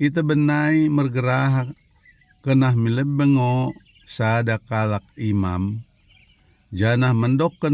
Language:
Batak Dairi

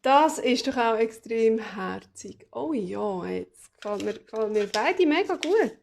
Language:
Swiss German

